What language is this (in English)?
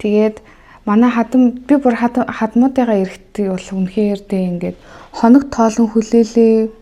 Mongolian